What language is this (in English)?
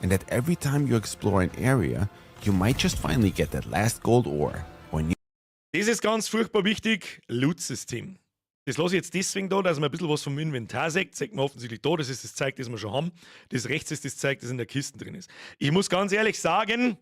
Bavarian